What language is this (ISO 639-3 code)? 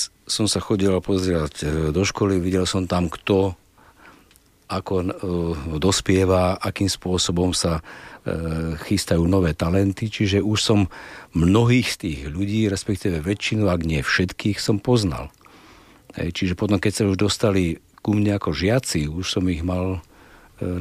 slk